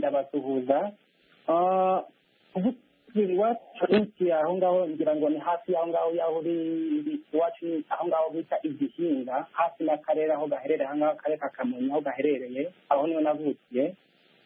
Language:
Kinyarwanda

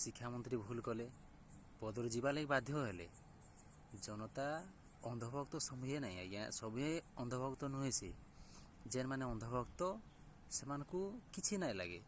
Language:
Odia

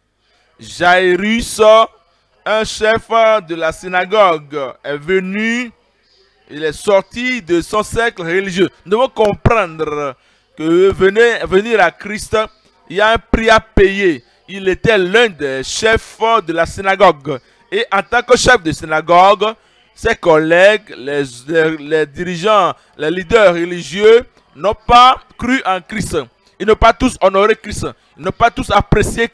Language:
French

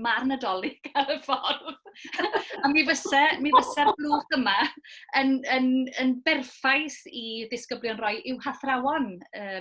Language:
Welsh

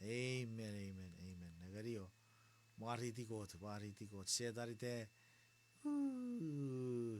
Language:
Chuukese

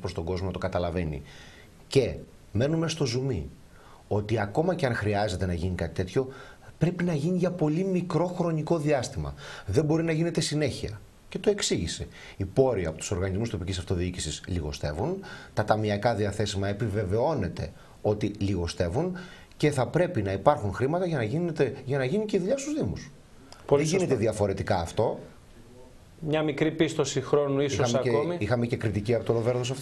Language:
Greek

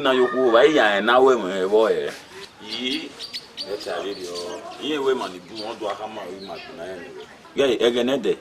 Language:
Bini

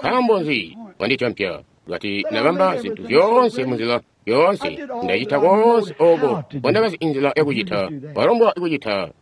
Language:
Tonga (Zambia)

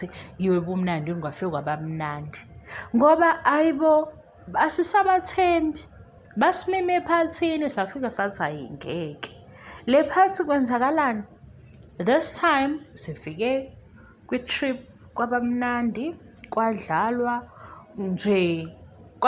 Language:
Zulu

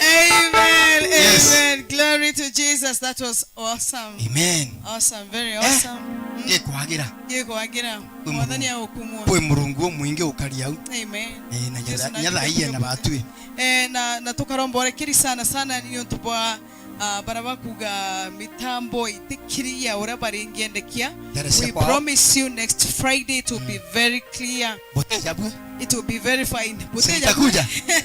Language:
Meru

